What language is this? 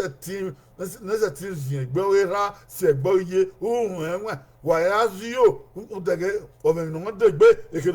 Bini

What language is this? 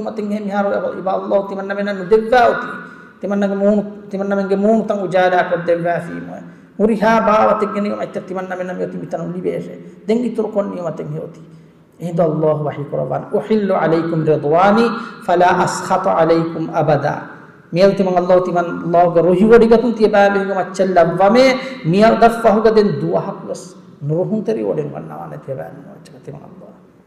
Divehi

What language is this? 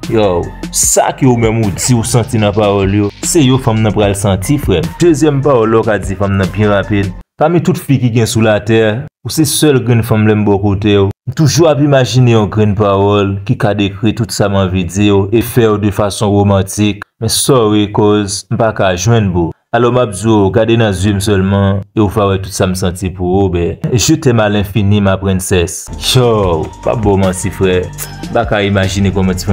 Haitian Creole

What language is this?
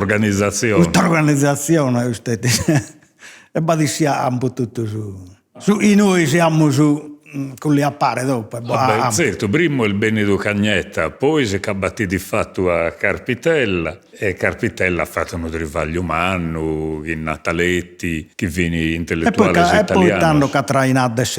Sardinian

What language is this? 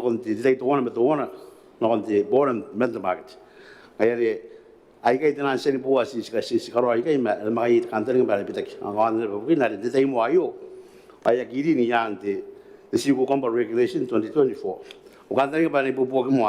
Gilbertese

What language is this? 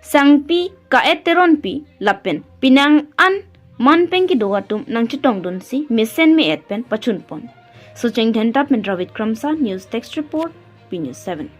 Karbi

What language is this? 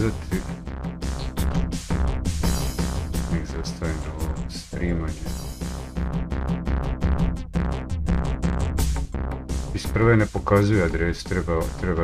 Croatian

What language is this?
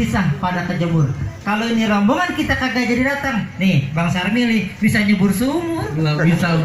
Betawi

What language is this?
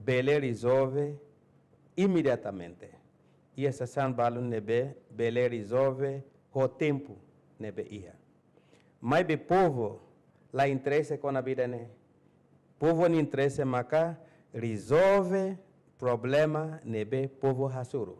Tetum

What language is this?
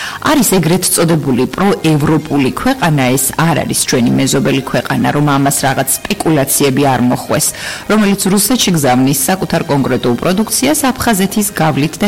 Georgian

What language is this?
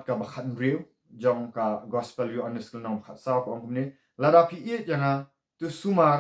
Khasi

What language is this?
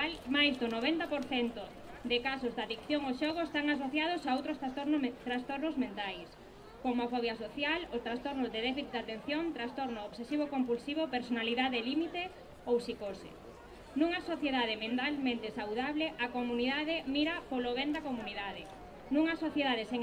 Galician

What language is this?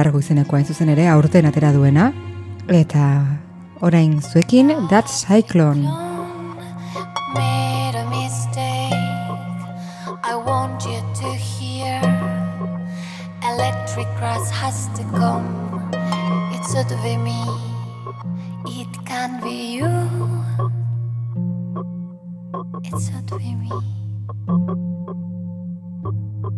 Basque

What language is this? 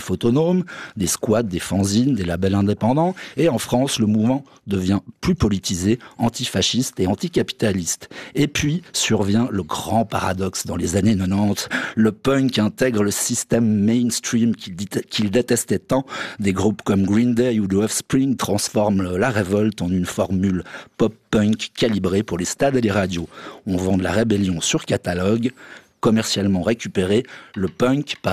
French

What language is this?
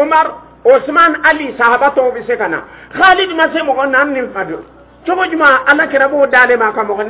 Dyula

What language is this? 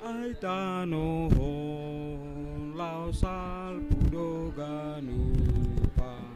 Batak Simalungun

